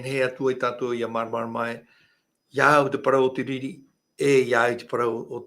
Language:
Tahitian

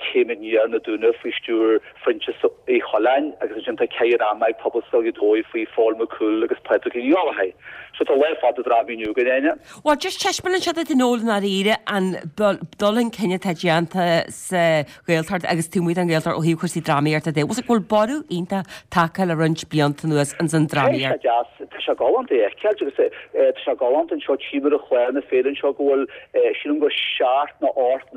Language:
Irish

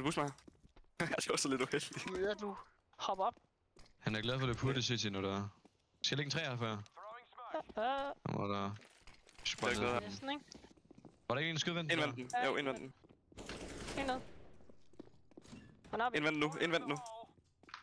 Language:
Danish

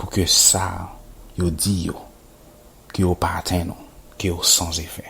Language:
Haitian Creole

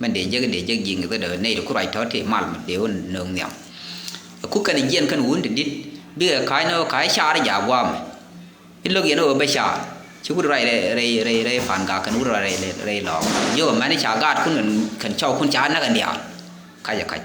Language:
Nuer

